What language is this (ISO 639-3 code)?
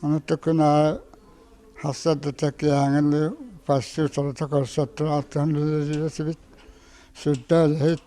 sah